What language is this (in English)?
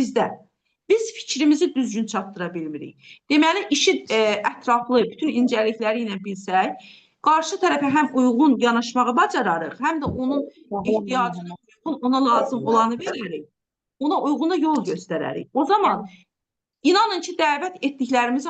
Azerbaijani